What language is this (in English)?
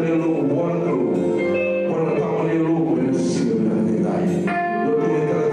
Fijian